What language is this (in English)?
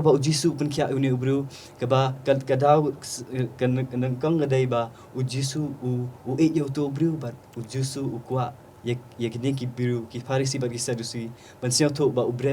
Khasi